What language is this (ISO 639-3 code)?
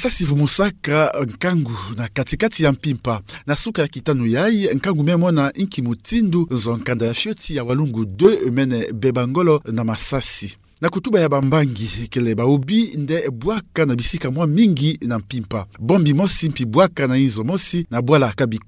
ktu